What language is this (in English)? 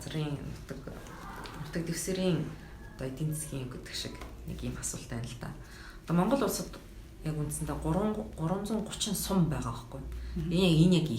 Mongolian